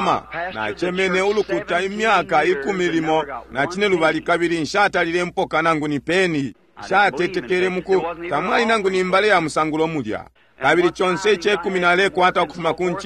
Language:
Bemba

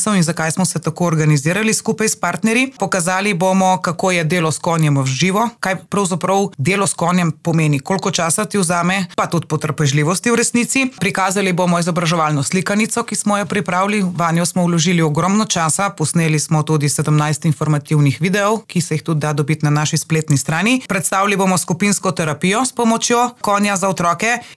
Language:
Slovenian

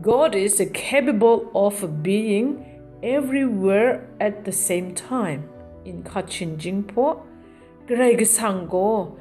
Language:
Kachin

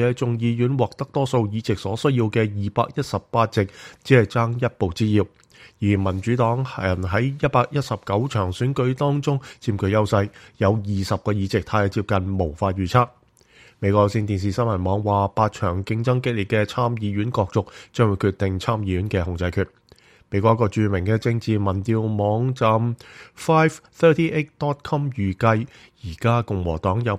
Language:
Cantonese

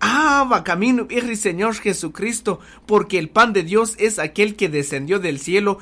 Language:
Kaqchikel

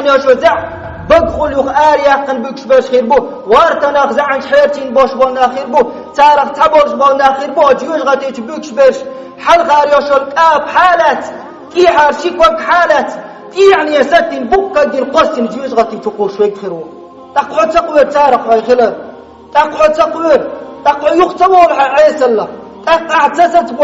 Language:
Chechen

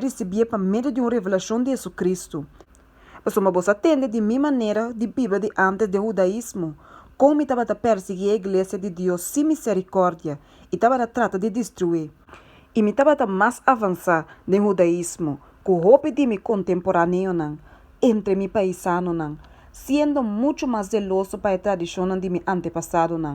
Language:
Papiamento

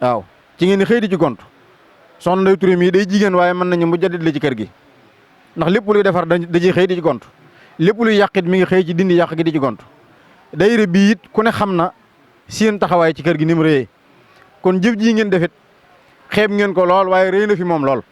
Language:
Wolof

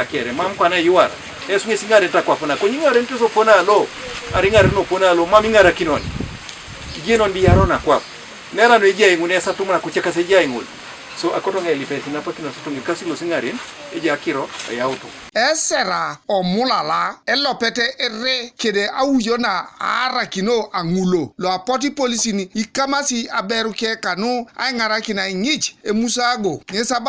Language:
Teso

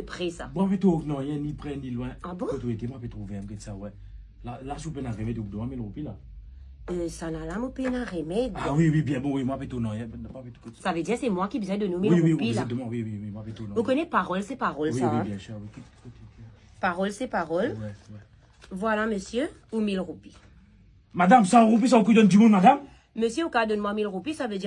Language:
Morisyen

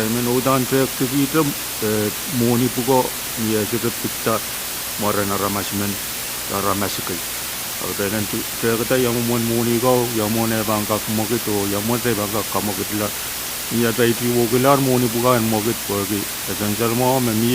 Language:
Pohnpeian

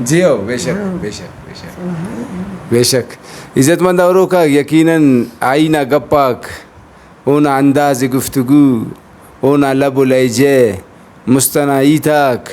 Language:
Brahui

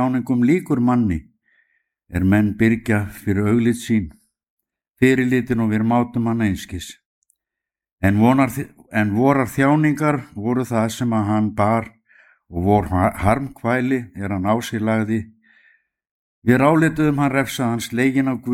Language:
Icelandic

